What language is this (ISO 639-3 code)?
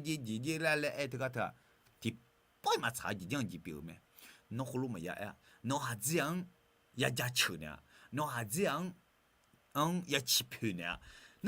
ahk